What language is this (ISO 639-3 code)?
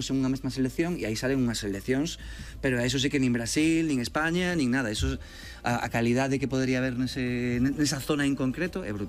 glg